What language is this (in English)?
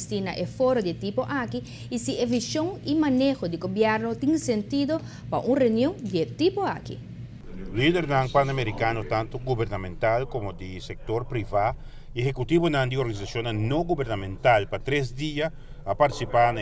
Papiamento